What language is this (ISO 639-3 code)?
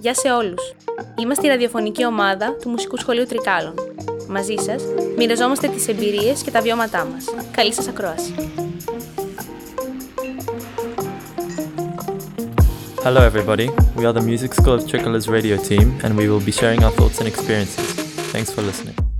ell